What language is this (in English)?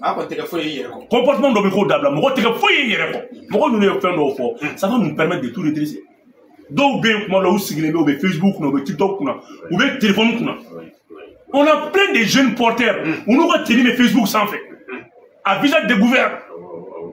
Bambara